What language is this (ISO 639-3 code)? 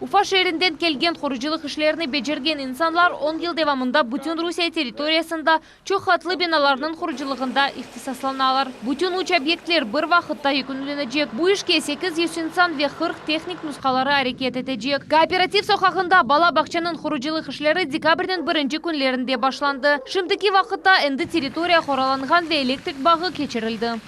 crh